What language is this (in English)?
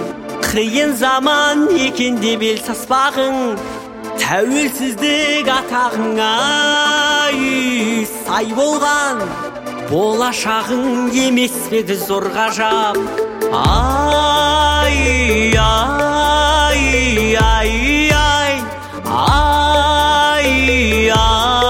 Kazakh